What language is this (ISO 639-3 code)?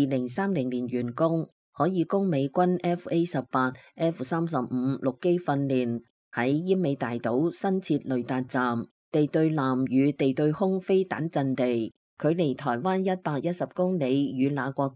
yue